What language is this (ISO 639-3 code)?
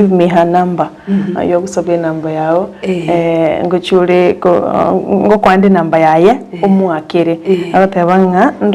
guz